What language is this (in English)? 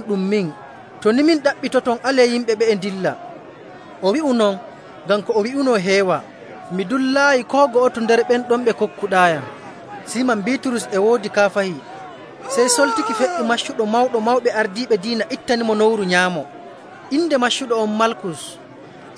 Nigerian Fulfulde